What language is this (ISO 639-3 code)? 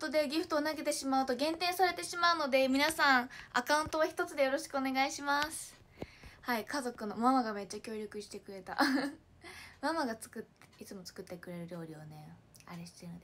jpn